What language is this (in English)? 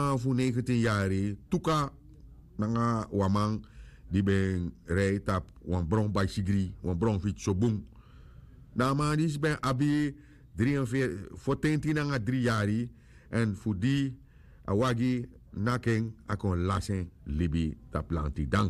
Sranan Tongo